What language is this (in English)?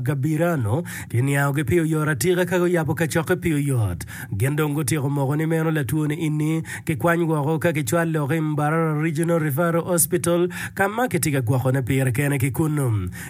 Acoli